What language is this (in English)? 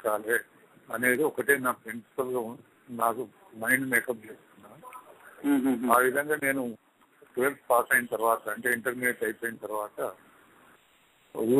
Telugu